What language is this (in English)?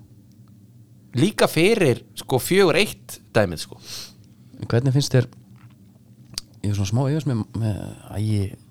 Icelandic